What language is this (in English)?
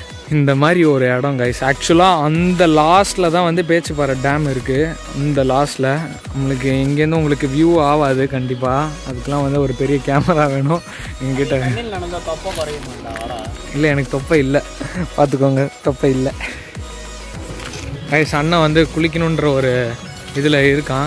Tamil